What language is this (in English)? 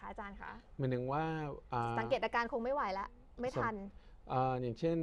Thai